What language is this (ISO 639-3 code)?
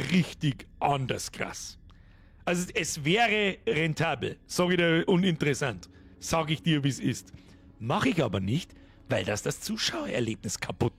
bar